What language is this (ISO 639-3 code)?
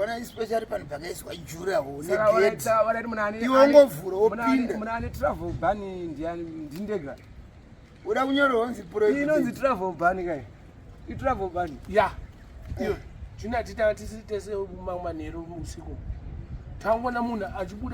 sna